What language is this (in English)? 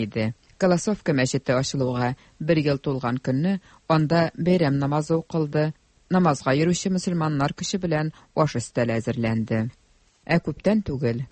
Tatar